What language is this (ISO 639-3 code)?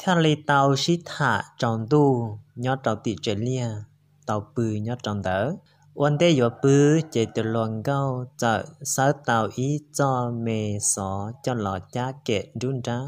hmn